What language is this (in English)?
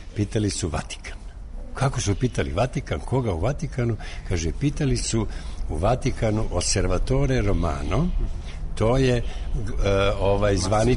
Serbian